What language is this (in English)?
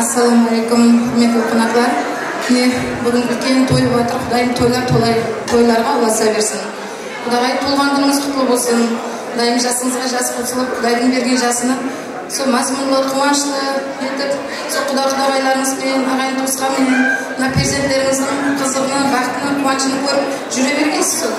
Kara-Kalpak